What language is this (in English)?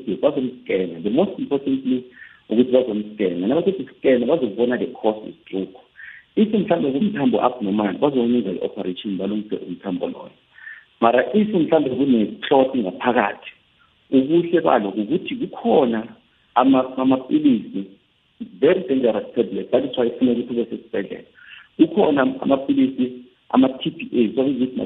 South Ndebele